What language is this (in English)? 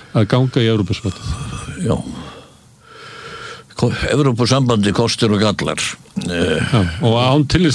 Icelandic